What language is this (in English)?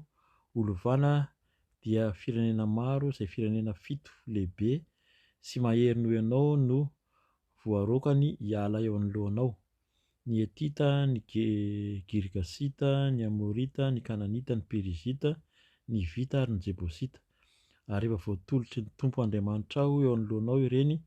Malagasy